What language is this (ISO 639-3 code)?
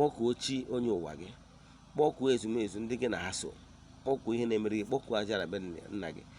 ibo